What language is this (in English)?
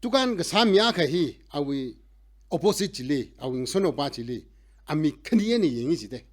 Tangkhul Naga (India)